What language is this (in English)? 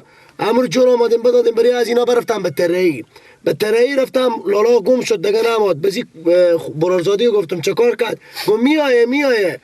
Persian